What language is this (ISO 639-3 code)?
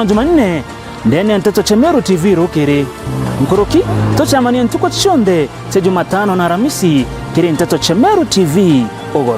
mer